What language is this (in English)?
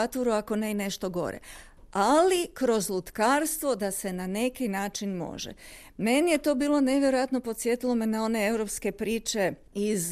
Croatian